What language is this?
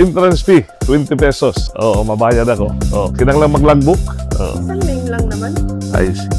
Waray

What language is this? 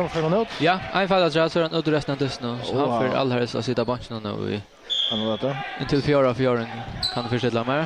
Faroese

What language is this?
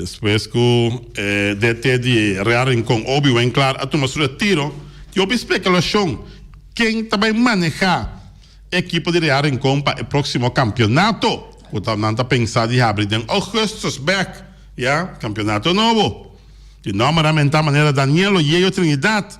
Papiamento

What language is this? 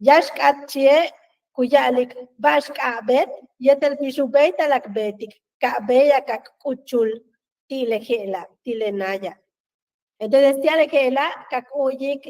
Yucateco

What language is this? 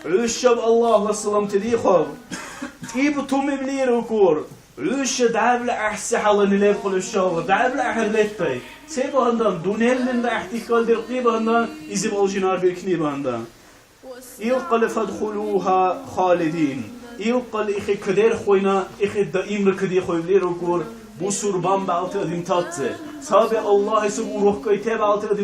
Dargwa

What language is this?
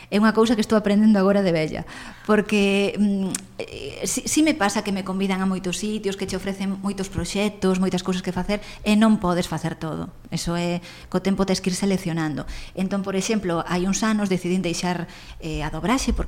Galician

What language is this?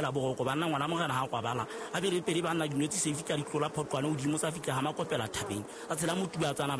Southern Sotho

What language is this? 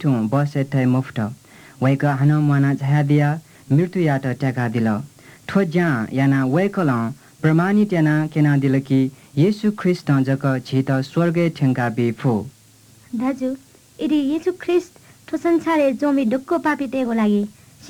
Newari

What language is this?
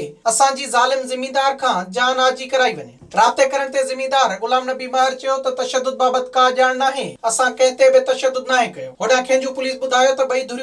Sindhi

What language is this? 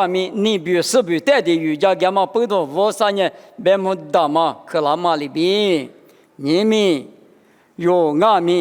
Lisu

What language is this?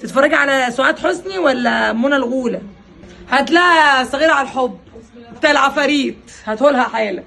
Egyptian Arabic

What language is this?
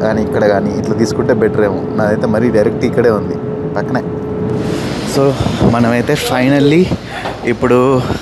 Telugu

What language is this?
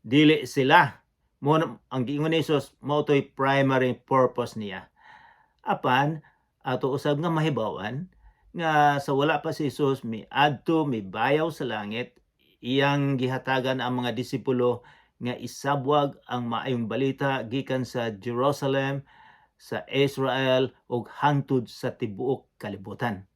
Cebuano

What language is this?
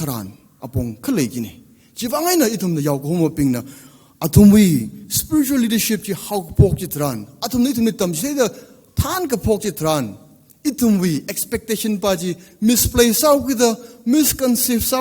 Tangkhul Naga (India)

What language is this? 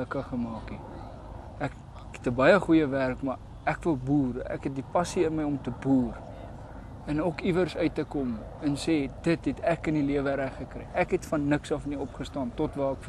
Afrikaans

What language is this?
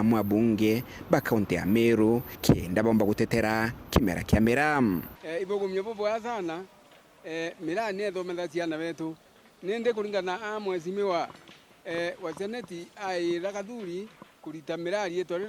Meru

